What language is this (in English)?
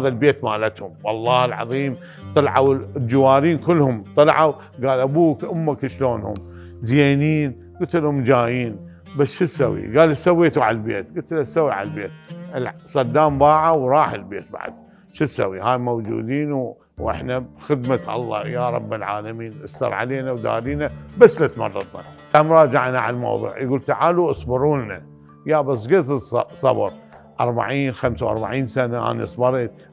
Mesopotamian Arabic